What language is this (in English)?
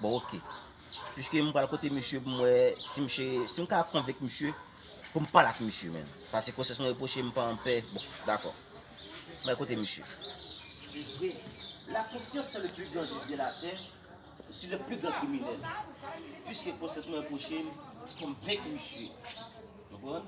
Haitian Creole